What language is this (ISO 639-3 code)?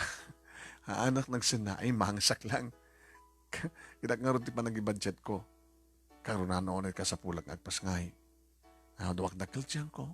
ilo